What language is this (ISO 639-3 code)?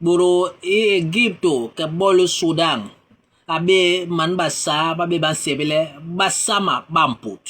bas